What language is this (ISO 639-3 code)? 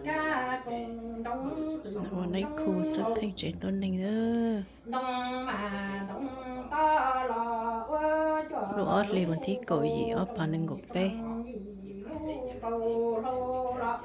hmn